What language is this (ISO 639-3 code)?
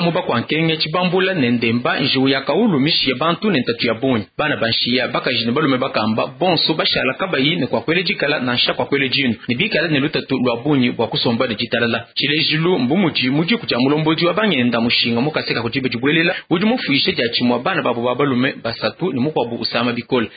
lua